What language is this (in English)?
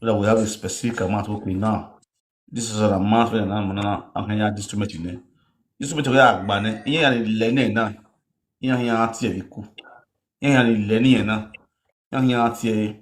Nigerian Pidgin